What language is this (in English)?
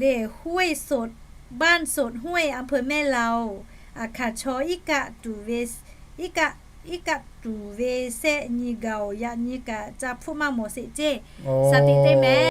Lahu